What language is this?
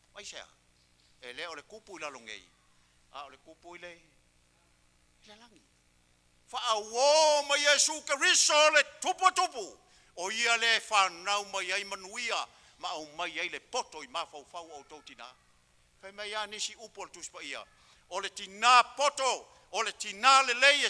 Samoan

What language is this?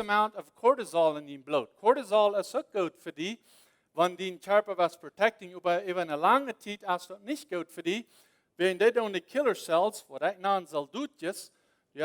Plautdietsch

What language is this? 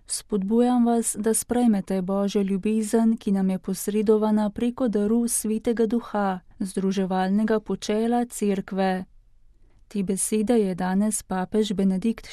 Slovenian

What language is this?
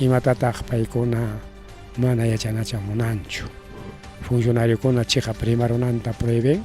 Ayacucho Quechua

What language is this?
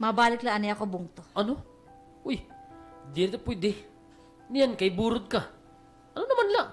Waray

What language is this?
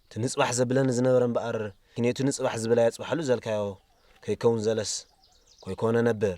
Tigrinya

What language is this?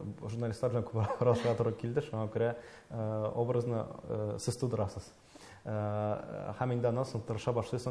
Tatar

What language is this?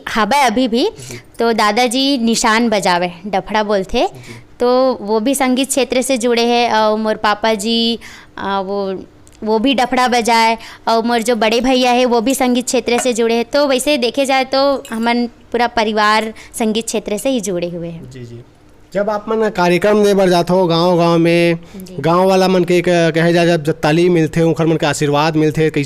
Chhattisgarhi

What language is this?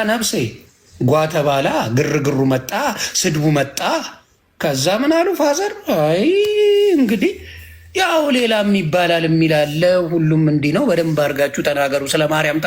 Amharic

